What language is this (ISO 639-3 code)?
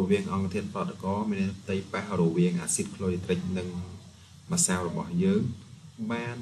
khm